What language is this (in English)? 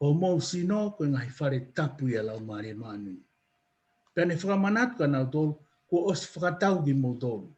Tongan